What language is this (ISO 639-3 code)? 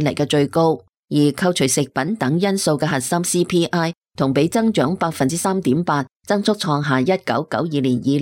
yue